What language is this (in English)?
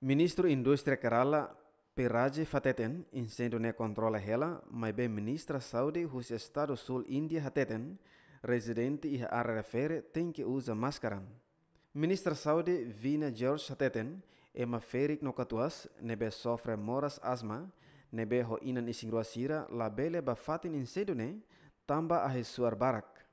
Tetum